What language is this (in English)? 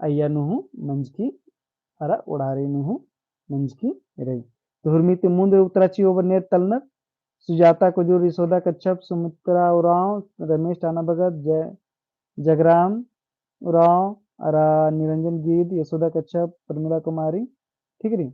Kurukh